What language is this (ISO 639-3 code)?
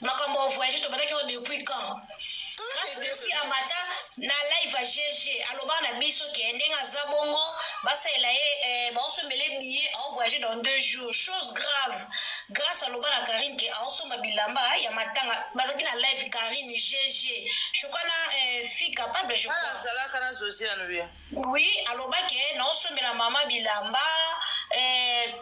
lin